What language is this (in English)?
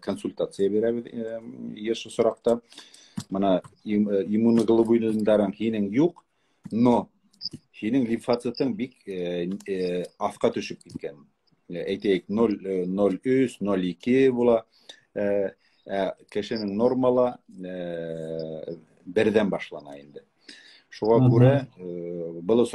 Bashkir